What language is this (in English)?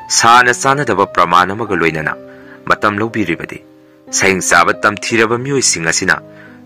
Manipuri